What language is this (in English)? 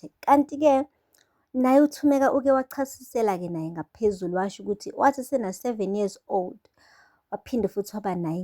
Zulu